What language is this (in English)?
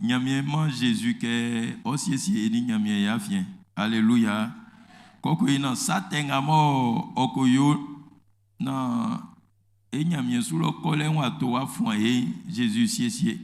Baoulé